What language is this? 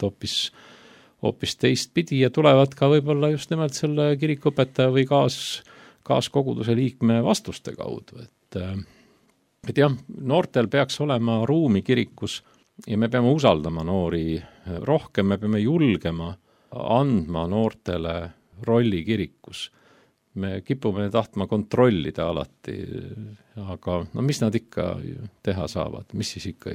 Estonian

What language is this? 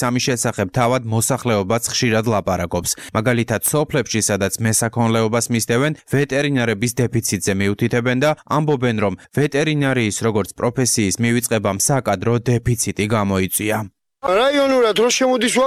Georgian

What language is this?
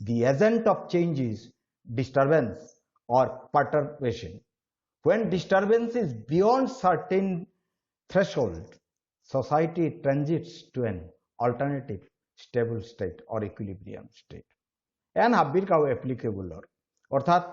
Bishnupriya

